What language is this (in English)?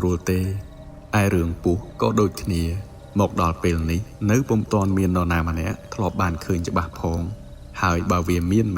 Khmer